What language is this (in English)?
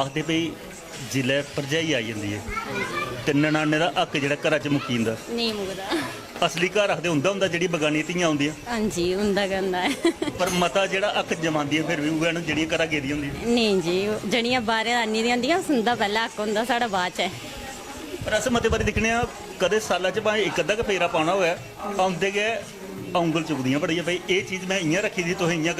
Dogri